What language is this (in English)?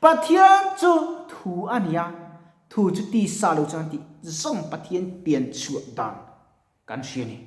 Mizo